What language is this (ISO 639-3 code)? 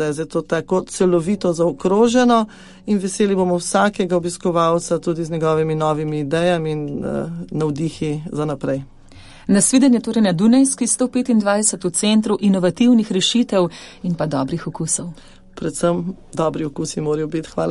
slv